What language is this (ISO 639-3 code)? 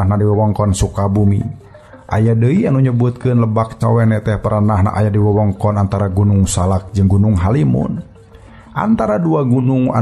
sun